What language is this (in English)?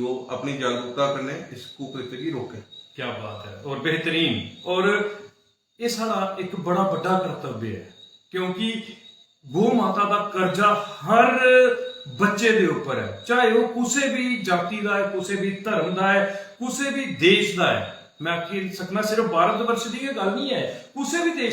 Dogri